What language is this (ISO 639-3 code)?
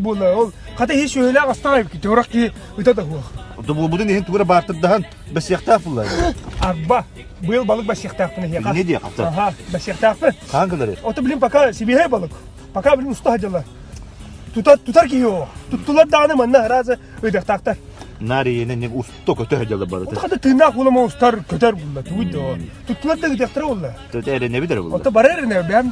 sah